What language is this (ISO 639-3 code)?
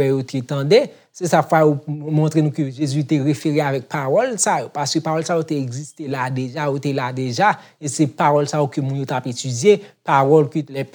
hat